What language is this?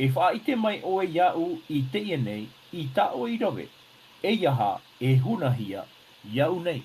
Tahitian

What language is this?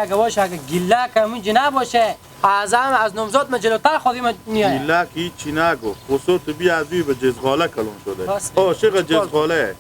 Hazaragi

